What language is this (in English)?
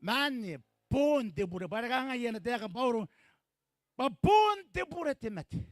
Gilbertese